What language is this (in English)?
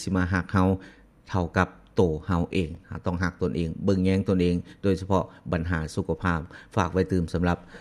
Lao